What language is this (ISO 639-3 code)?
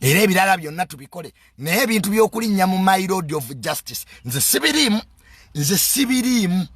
lug